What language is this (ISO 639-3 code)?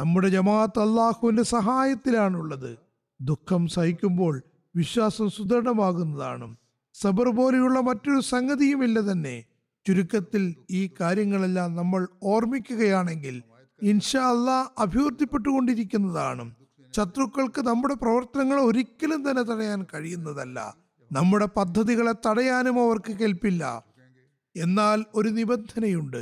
mal